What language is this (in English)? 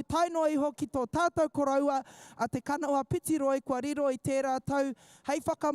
Māori